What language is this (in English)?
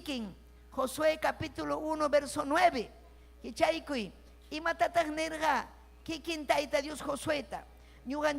Ayacucho Quechua